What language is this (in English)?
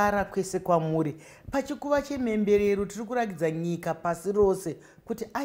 Shona